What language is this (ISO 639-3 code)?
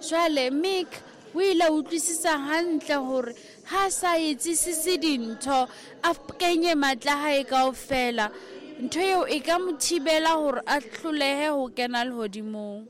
sot